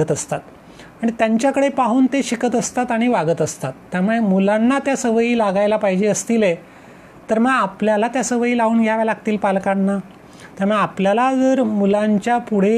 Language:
Marathi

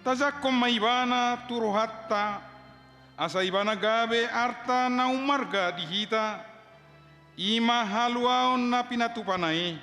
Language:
Batak Toba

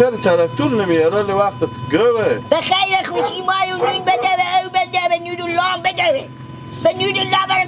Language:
Persian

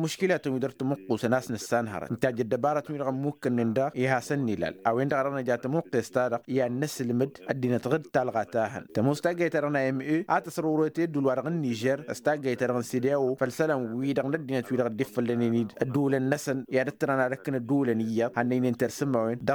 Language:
Tamasheq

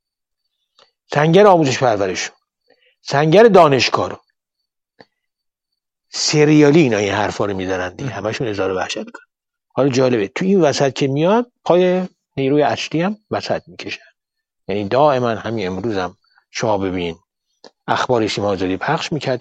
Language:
Persian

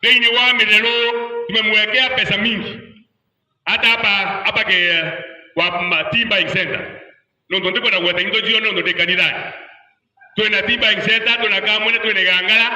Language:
Meru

